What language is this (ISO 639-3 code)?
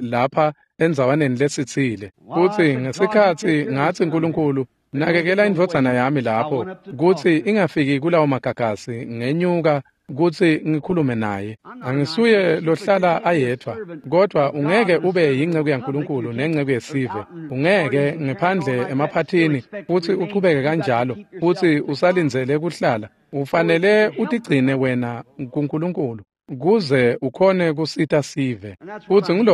ssw